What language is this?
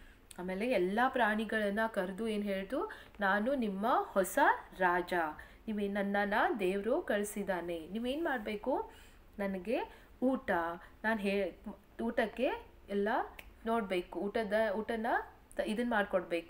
Kannada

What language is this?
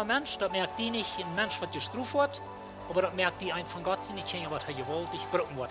Plautdietsch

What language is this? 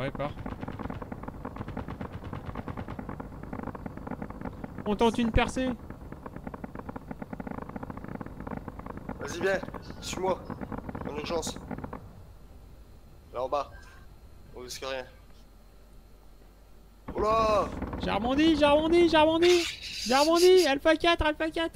French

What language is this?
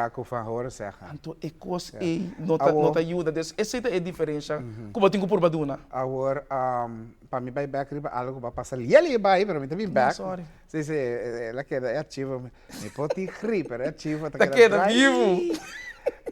Papiamento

